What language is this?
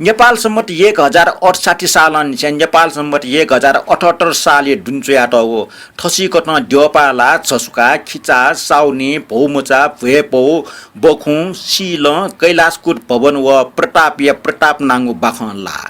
Newari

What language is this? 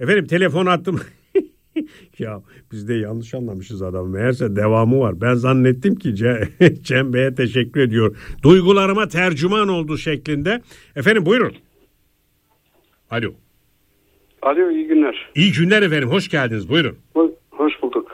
Turkish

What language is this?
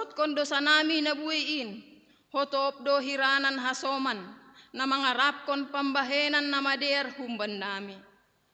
Batak Simalungun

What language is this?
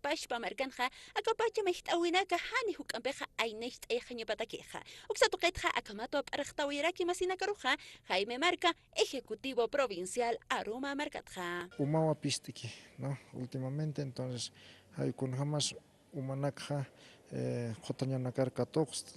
Aymara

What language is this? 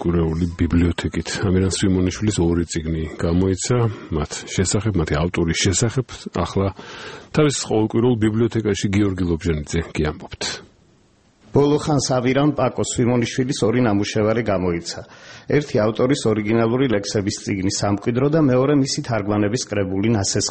Georgian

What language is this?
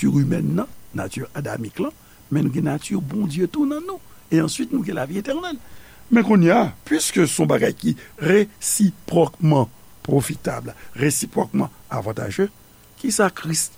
Haitian Creole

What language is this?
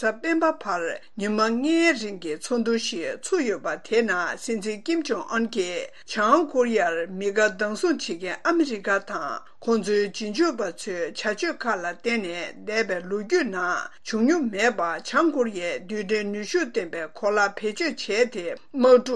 Tibetan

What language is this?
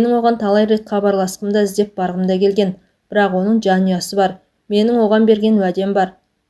Kazakh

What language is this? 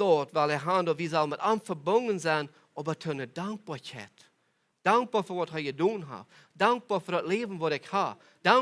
Plautdietsch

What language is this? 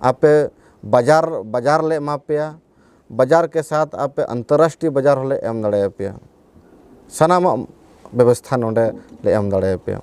Santali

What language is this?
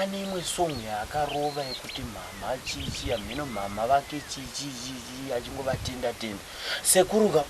Shona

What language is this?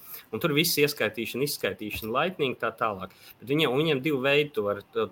Latvian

